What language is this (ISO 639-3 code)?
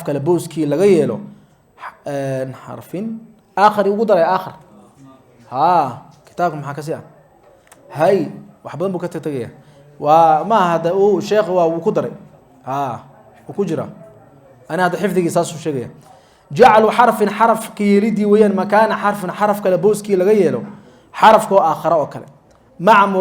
som